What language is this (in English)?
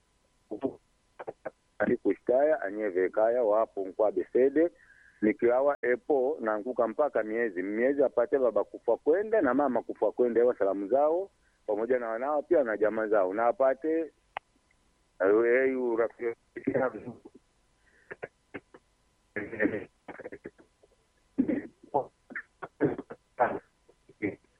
Swahili